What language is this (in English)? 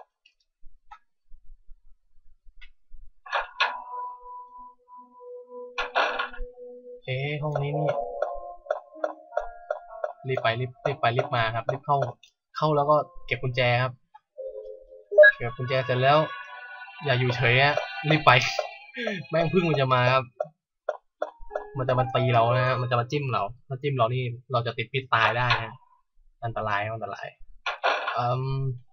Thai